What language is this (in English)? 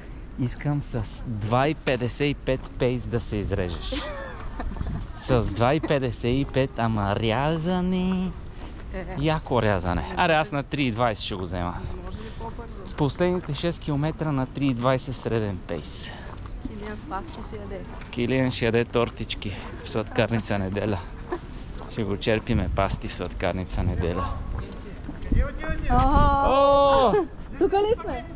Bulgarian